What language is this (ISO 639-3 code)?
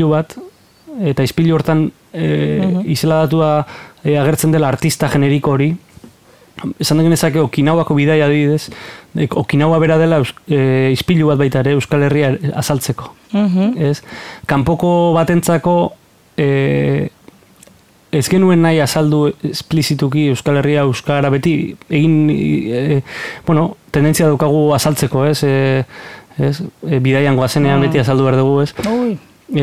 eus